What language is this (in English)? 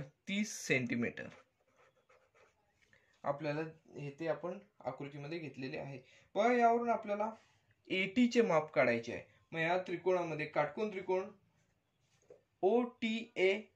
Marathi